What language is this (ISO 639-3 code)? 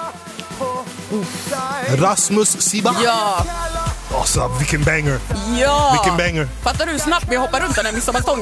swe